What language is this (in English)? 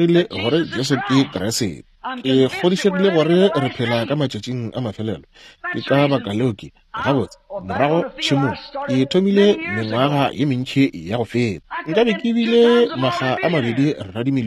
Northern Sotho